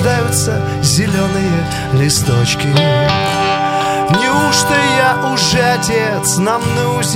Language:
Russian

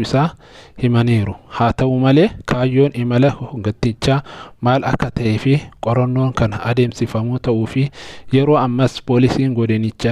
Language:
Oromo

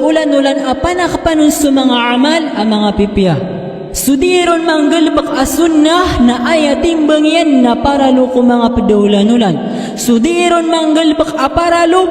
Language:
Maranao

